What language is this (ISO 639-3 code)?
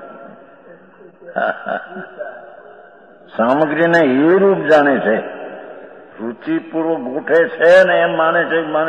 guj